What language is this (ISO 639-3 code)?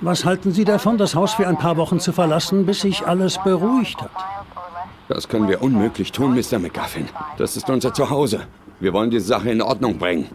bar